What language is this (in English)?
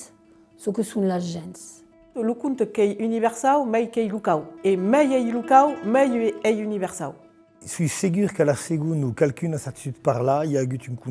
Occitan